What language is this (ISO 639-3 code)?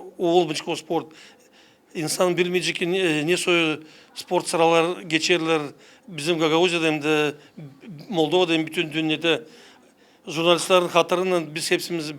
gag